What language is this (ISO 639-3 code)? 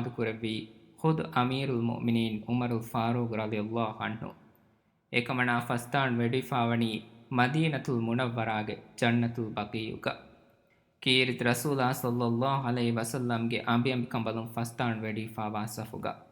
div